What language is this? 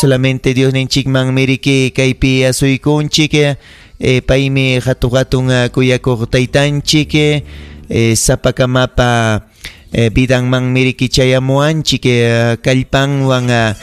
Ayacucho Quechua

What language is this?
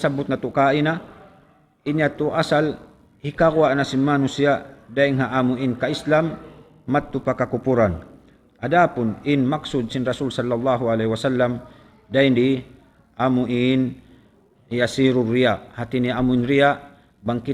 Tausug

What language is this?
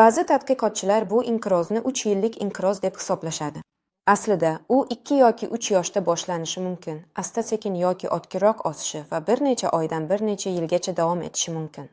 Uzbek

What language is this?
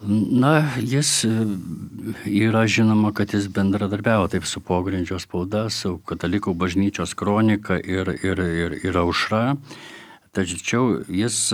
Lithuanian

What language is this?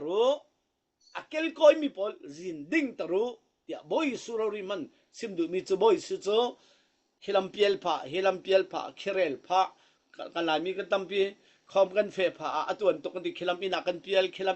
Falam Chin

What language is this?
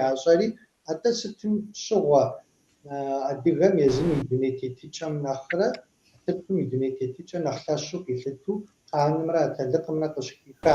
Kabardian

